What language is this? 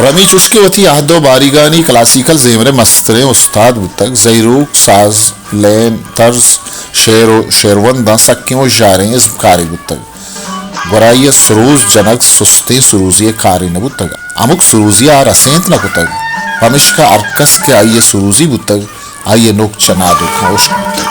Baluchi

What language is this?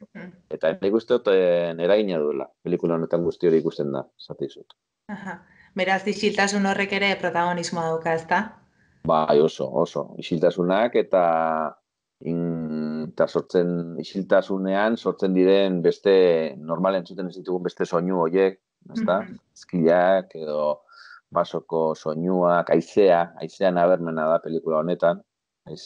Basque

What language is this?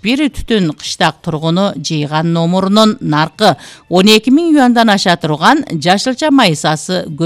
Kyrgyz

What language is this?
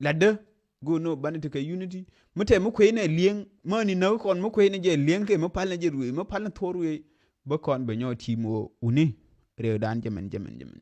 Nuer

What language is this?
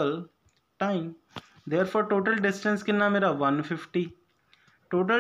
Punjabi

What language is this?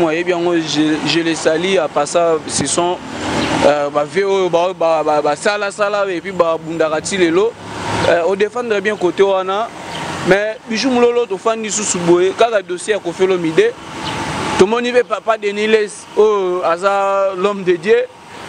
Lingala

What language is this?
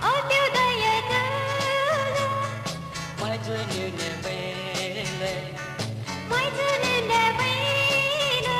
Poumei Naga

